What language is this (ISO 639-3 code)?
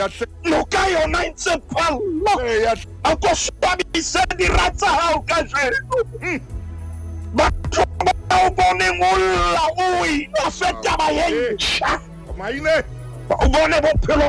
sot